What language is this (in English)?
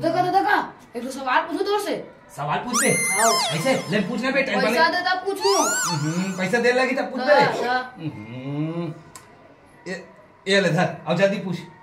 Chhattisgarhi